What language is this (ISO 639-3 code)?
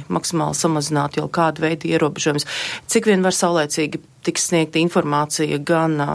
lav